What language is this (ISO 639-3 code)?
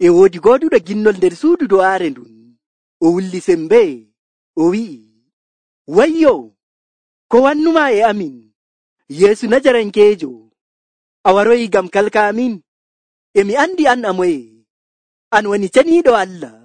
fuv